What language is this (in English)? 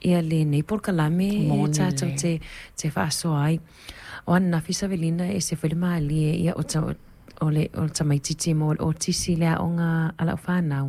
Samoan